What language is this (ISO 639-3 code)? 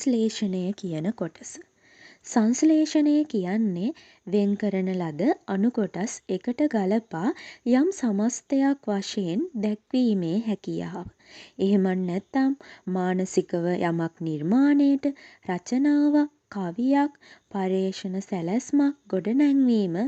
sin